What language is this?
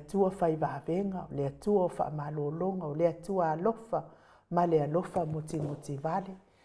Samoan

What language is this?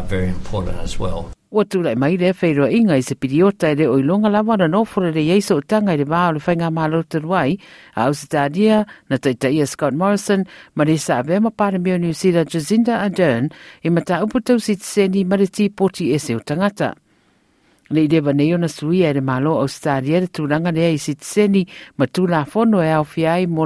Samoan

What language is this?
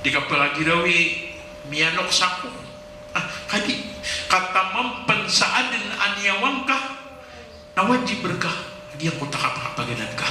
Maranao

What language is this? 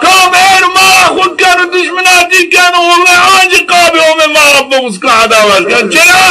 Zaza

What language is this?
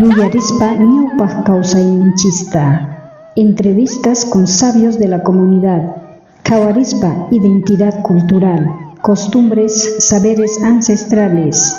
South Bolivian Quechua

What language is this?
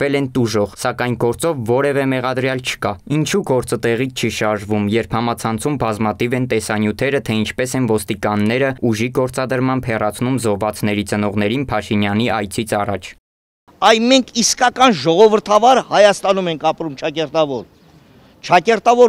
Armenian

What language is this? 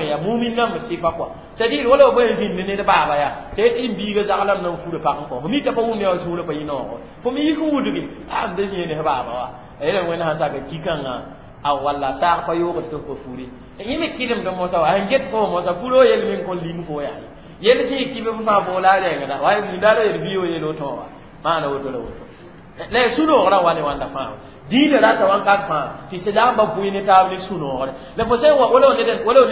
Mossi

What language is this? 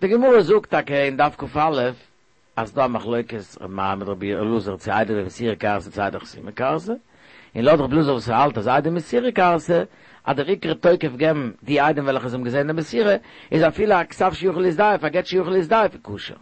Yiddish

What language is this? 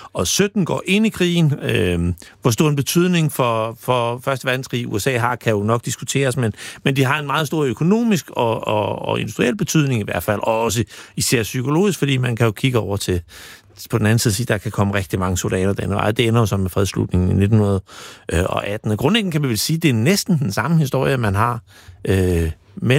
Danish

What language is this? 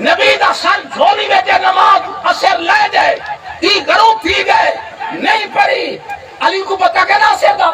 Saraiki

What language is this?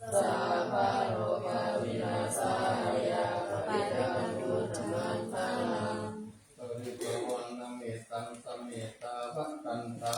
Pali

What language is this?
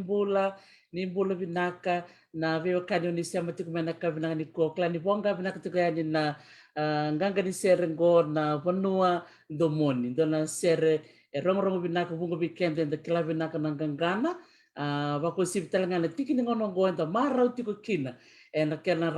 Fijian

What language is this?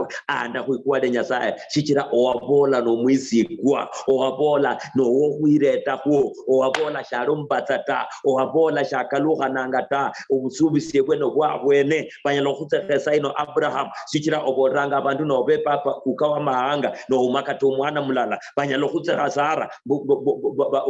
Luyia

